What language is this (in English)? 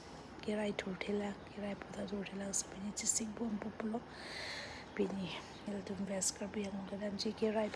Karbi